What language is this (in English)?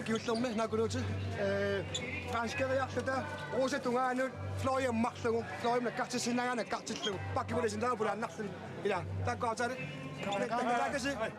Kalaallisut